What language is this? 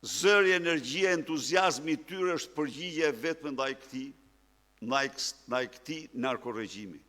Albanian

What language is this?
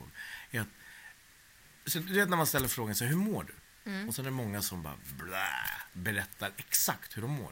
Swedish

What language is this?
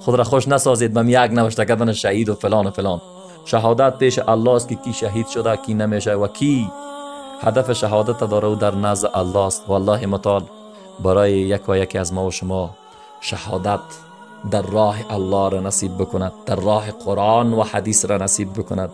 Persian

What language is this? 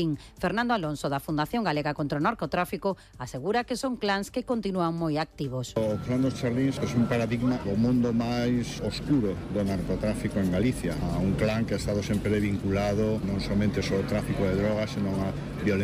Galician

